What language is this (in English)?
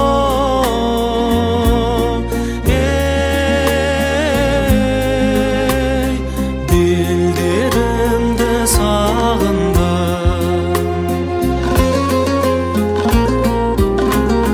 Kazakh